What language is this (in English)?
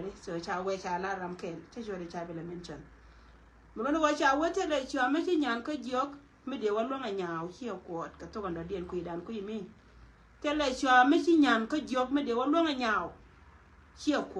Nuer